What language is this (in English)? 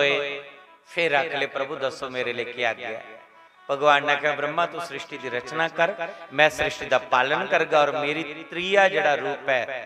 Dogri